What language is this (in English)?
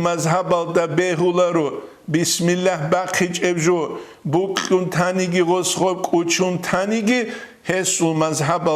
Avaric